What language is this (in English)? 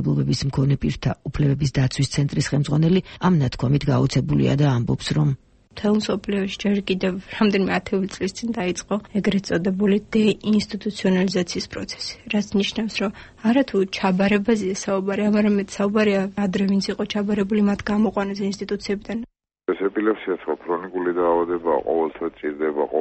Georgian